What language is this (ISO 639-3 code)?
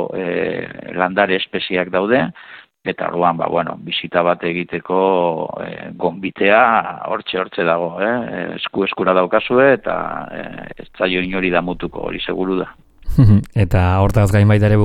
eus